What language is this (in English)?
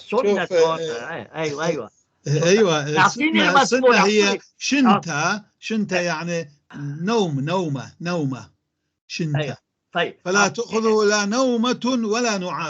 North Levantine Arabic